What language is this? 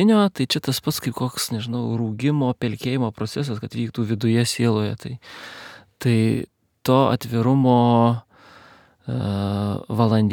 Lithuanian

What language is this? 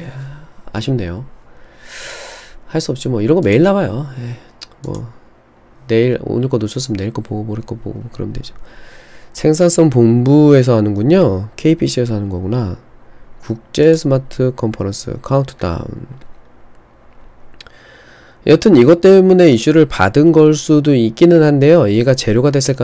Korean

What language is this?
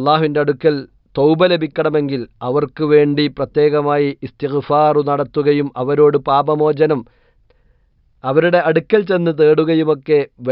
Malayalam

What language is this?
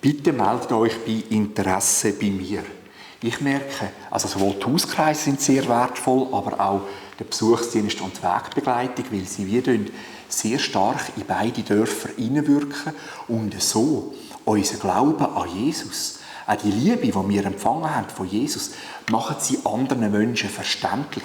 Swiss German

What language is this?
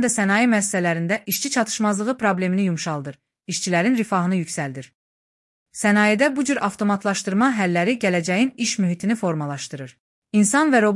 Azerbaijani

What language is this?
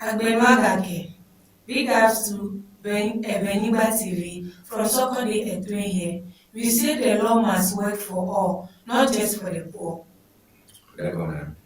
Ewe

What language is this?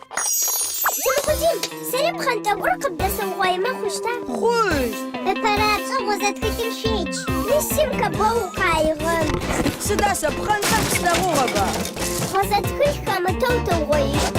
Adyghe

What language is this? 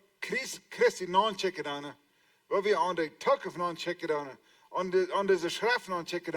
Plautdietsch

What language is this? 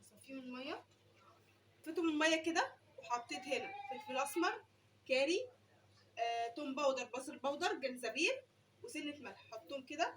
Egyptian Arabic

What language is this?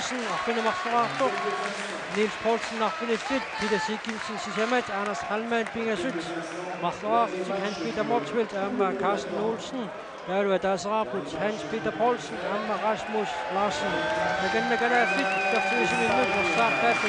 Kalaallisut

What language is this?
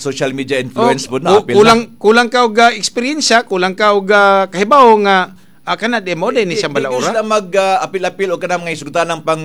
Cebuano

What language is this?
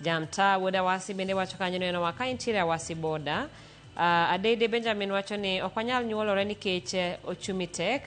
Luo (Kenya and Tanzania)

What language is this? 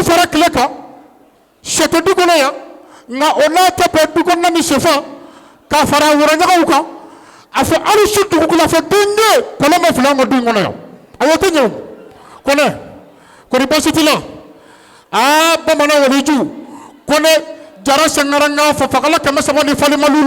Bambara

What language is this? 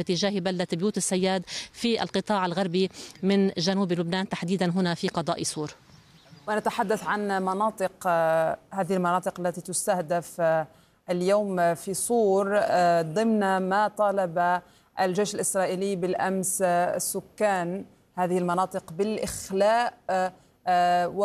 Arabic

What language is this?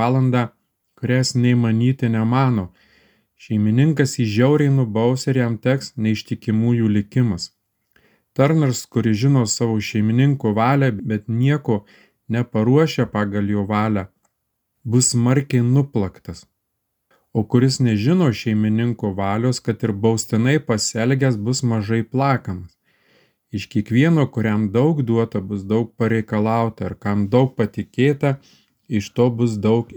Lithuanian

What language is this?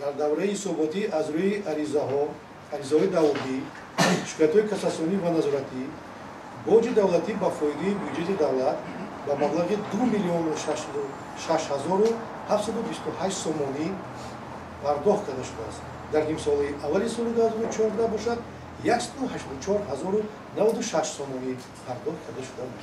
Tajik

